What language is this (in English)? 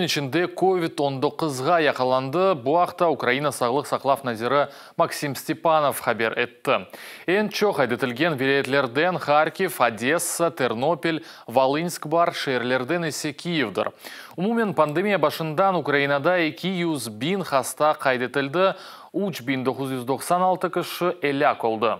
Crimean Tatar